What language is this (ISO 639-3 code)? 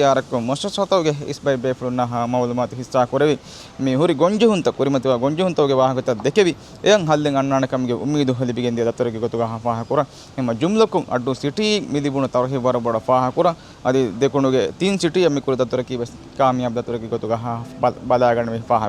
div